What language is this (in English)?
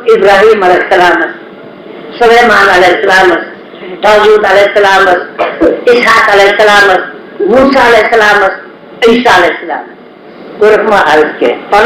Kashmiri